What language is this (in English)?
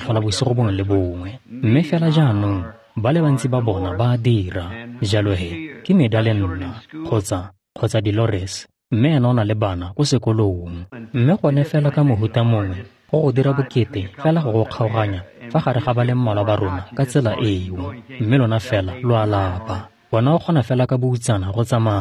Tswana